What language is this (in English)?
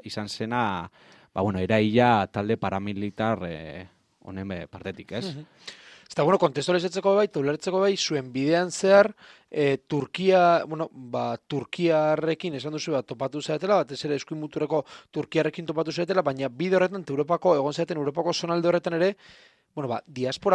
Basque